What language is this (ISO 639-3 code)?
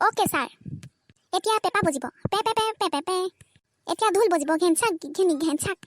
asm